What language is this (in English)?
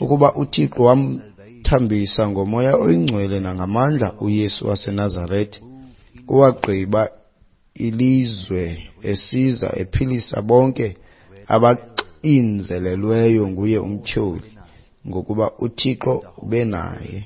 Xhosa